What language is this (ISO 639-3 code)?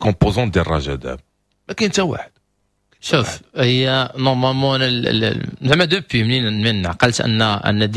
ary